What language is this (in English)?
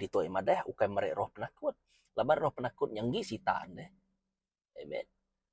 Iban